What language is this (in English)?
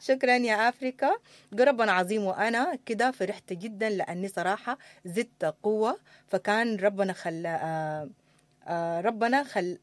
Sudanese Arabic